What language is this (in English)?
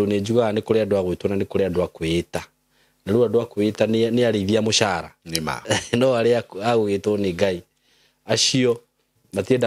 Kikuyu